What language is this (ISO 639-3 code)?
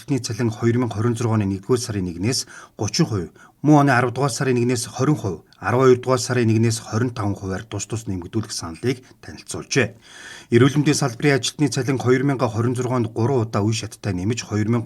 mon